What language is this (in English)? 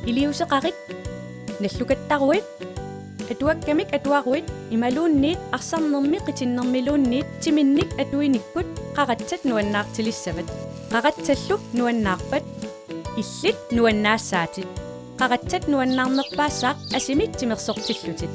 Kalaallisut